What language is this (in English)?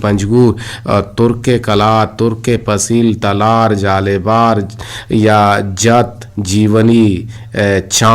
Eastern Balochi